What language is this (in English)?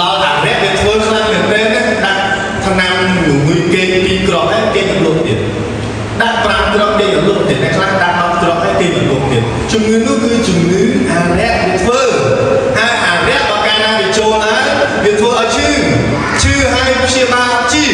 Khmer